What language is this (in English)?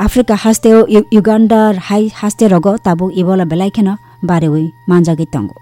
Kok Borok